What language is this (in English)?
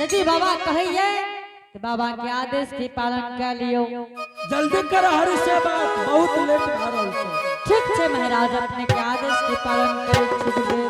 Angika